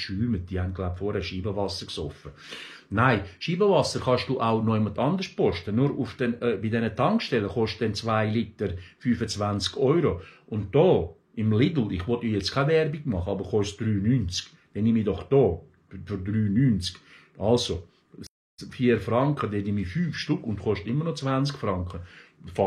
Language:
Swiss German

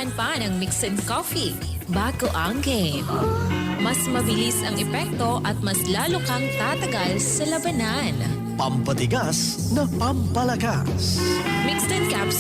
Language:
Bikol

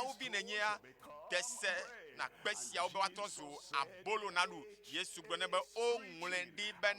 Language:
Ewe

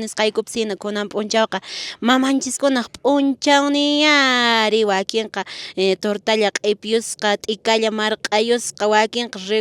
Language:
Quechua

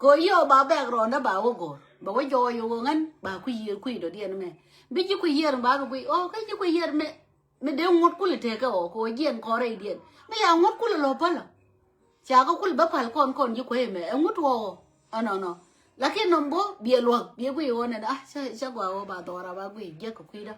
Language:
Nuer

